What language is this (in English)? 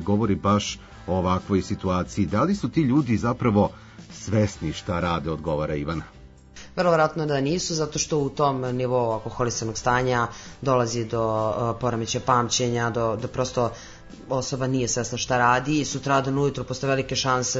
Serbian